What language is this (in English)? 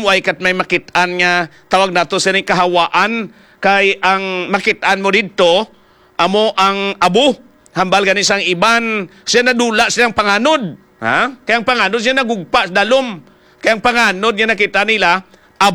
Hiligaynon